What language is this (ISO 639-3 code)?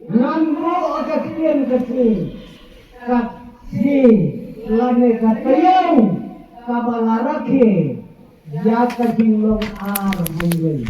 kha